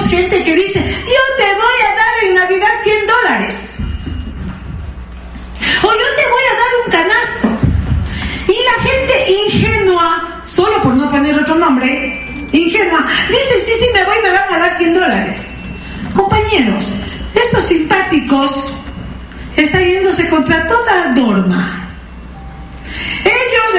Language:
Spanish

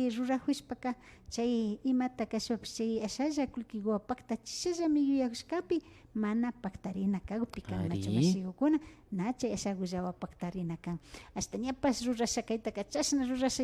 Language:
Imbabura Highland Quichua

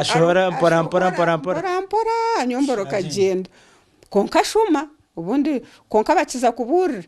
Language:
Nyankole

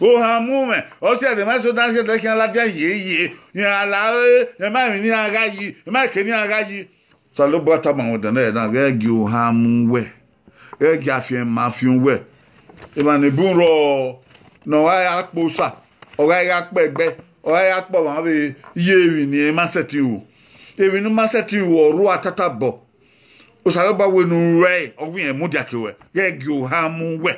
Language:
Bini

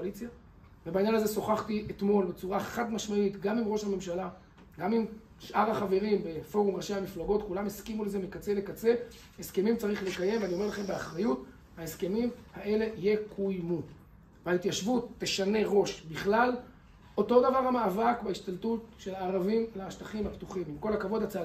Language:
Hebrew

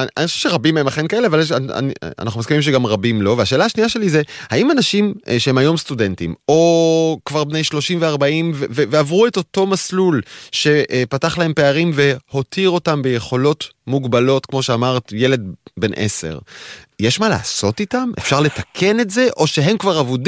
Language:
Hebrew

